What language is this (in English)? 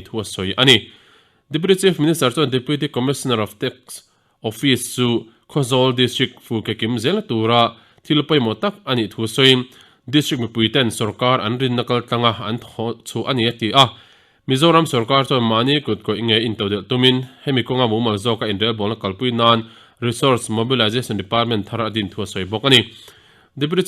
Mizo